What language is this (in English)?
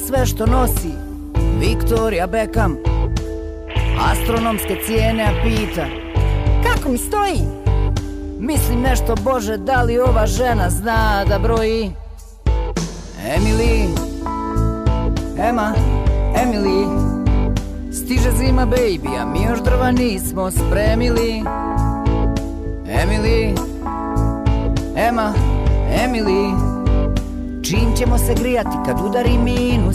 Bosnian